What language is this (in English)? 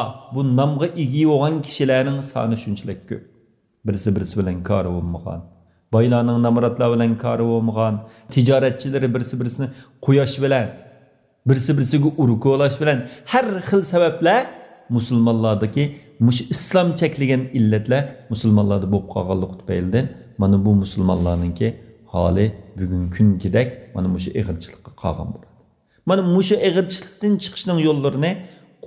Uyghur